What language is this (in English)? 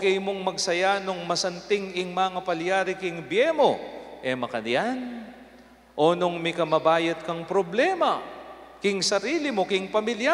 Pampanga